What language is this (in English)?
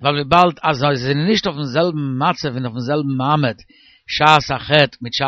Yiddish